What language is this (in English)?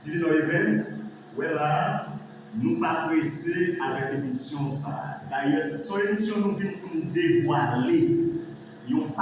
Haitian Creole